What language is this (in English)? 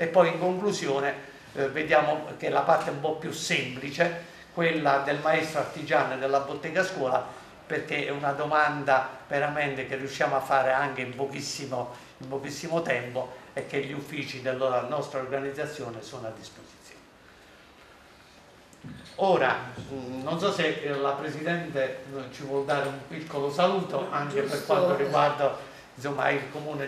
Italian